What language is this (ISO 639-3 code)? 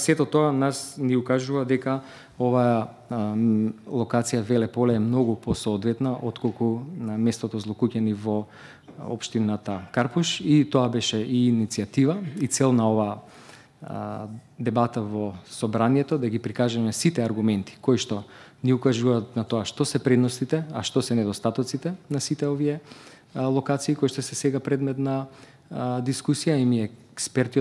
mkd